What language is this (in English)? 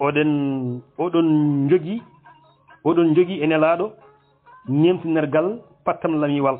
Fula